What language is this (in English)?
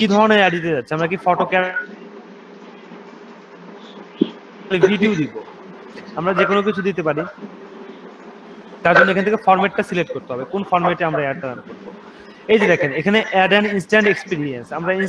Bangla